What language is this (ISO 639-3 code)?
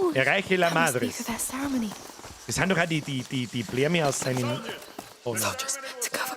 bar